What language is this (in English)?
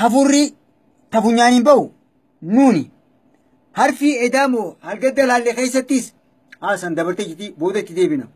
Oromo